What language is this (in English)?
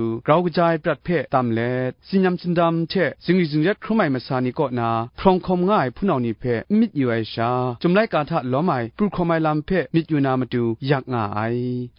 Kachin